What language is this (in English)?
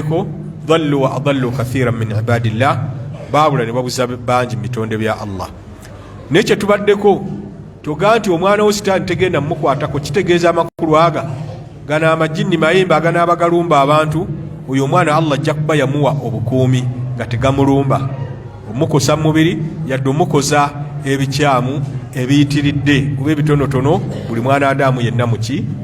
Ganda